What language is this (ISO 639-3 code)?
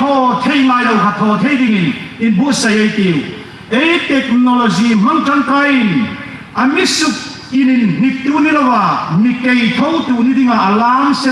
hmr